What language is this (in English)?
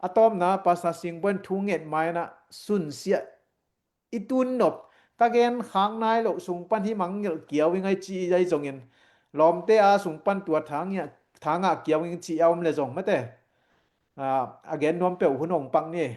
Tedim Chin